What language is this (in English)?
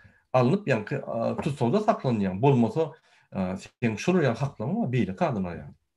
Turkmen